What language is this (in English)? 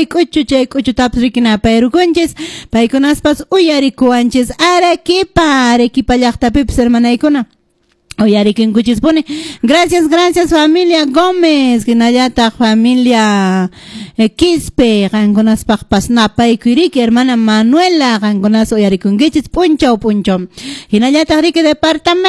Quechua